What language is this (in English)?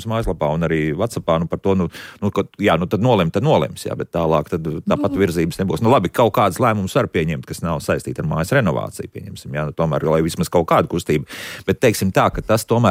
Latvian